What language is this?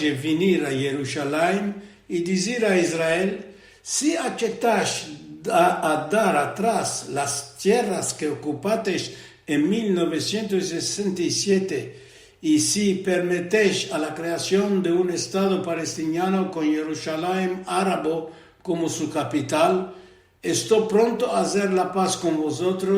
Ladino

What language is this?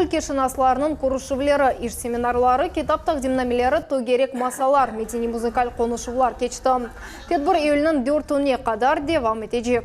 Crimean Tatar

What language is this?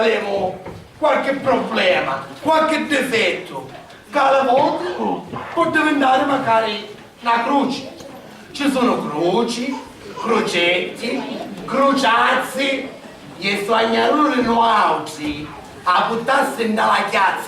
Sicilian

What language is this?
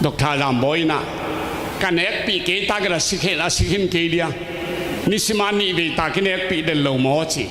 Tedim Chin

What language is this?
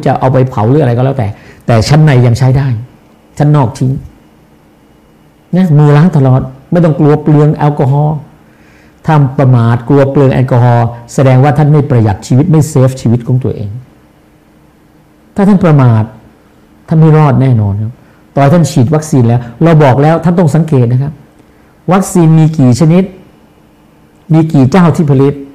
Thai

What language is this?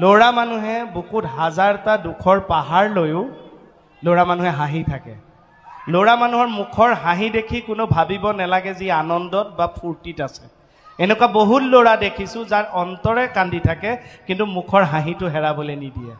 Assamese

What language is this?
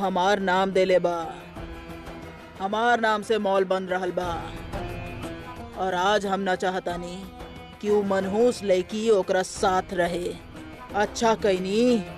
Bhojpuri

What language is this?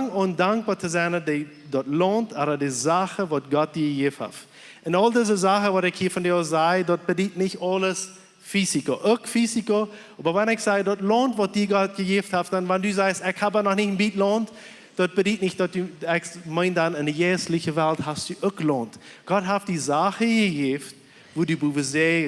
Plautdietsch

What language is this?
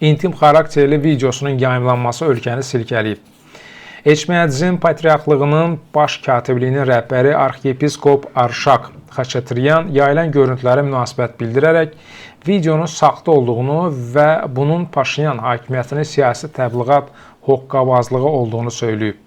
Azerbaijani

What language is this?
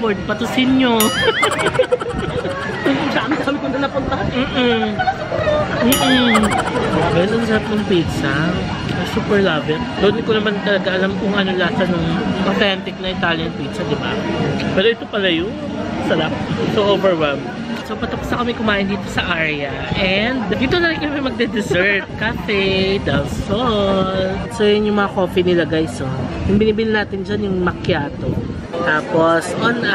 Filipino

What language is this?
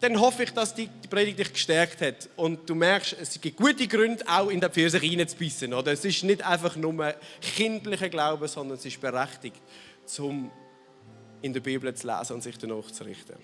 Swiss German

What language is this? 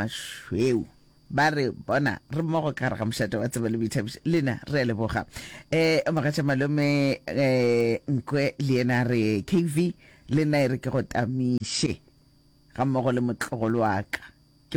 Northern Sotho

